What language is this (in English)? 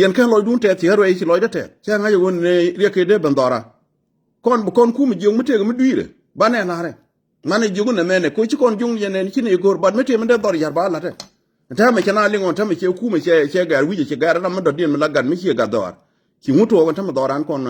Nuer